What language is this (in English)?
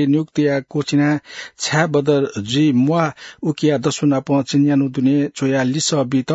Newari